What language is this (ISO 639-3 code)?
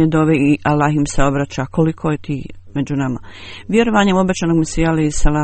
bos